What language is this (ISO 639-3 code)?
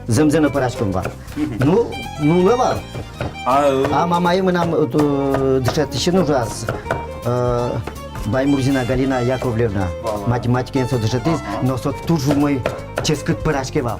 udm